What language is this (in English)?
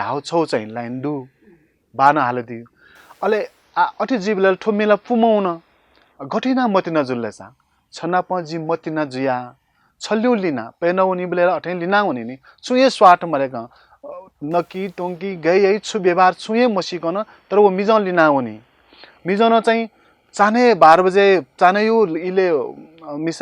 Newari